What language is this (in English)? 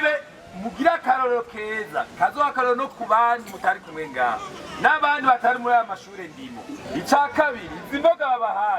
Rundi